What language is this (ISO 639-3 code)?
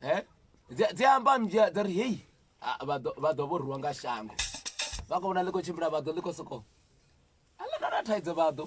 ven